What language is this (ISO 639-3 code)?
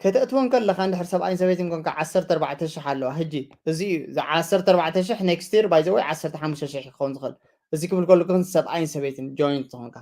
tir